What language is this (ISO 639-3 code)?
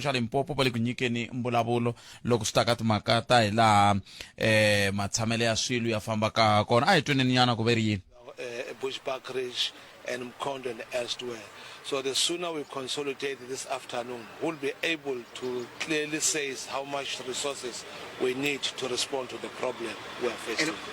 tso